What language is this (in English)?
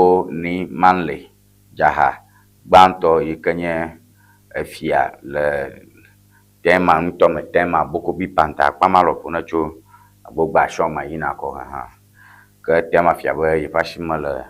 Ewe